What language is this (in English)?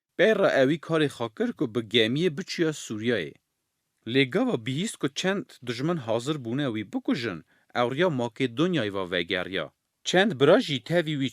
Kurdish